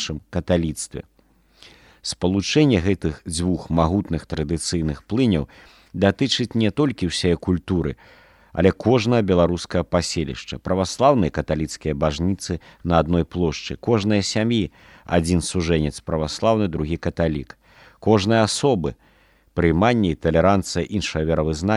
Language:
Belarusian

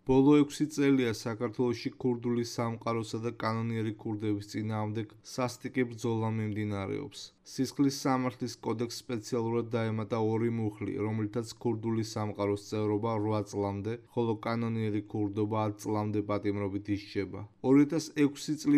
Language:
Georgian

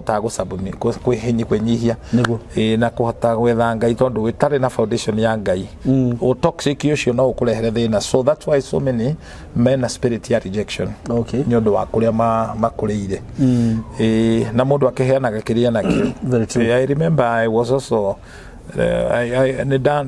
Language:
Kikuyu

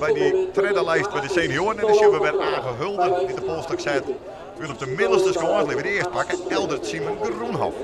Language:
Western Frisian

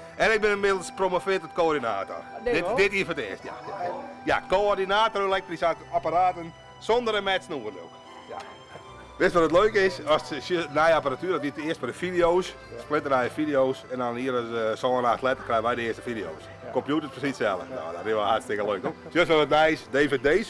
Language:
Western Frisian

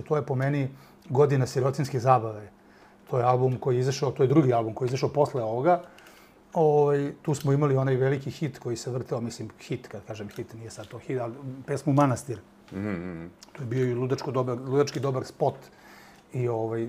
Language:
Serbian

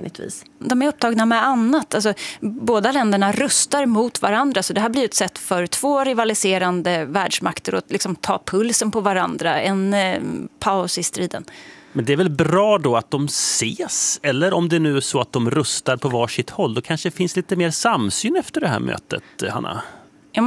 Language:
Swedish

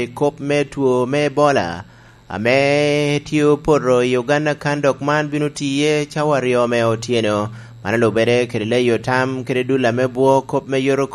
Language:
Lango (Uganda)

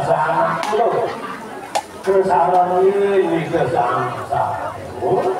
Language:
Balinese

